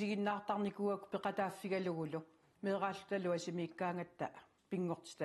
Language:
Kalaallisut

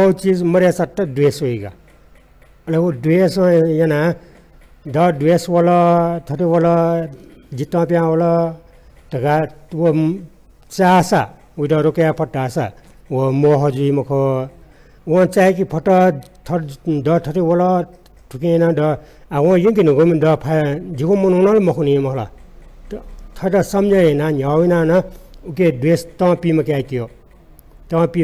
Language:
Newari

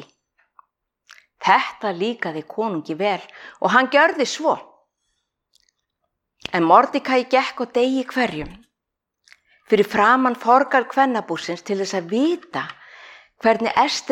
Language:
Icelandic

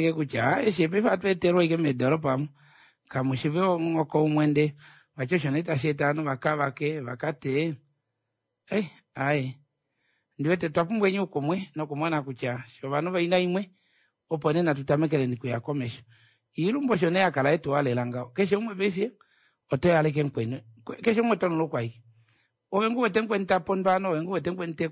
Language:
Kuanyama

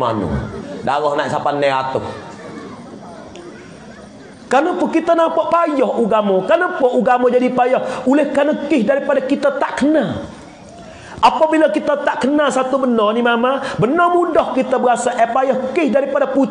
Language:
Malay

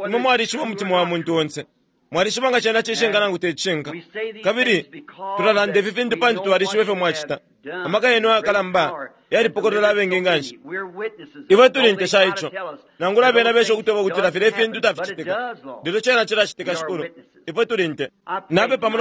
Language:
Bemba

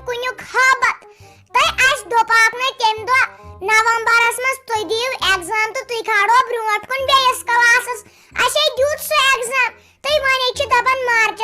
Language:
Kashmiri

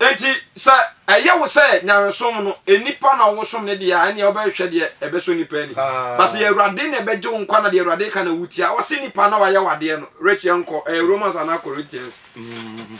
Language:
Akan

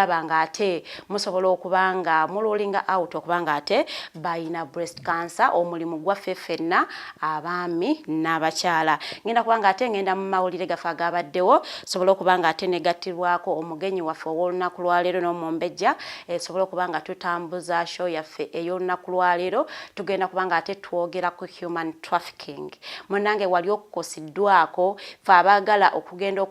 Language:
Ganda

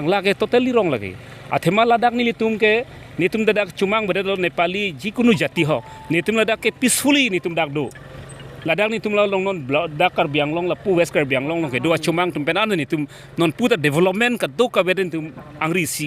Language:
Karbi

